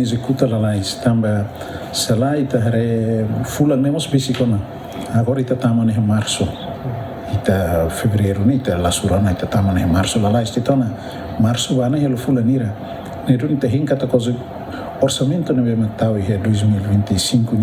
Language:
Tetum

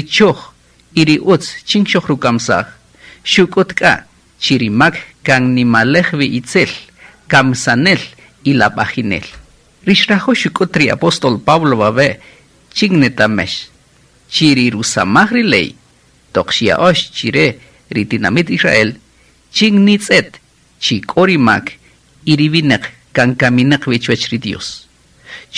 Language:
Kaqchikel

